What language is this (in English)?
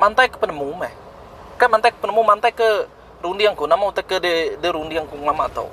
Iban